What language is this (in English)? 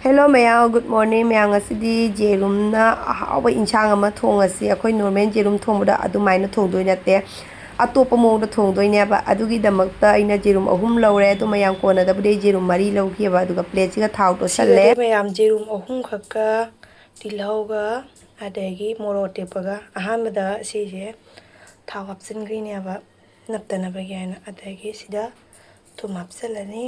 Manipuri